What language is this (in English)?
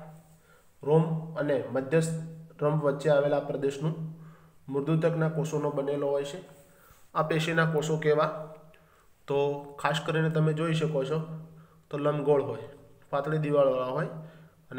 Gujarati